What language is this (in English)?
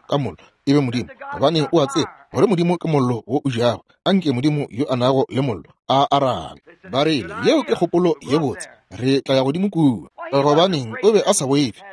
Northern Sotho